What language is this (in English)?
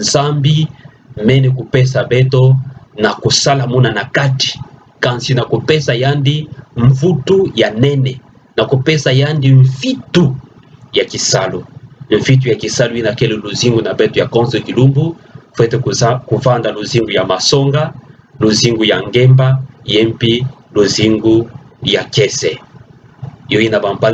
Kituba (Democratic Republic of Congo)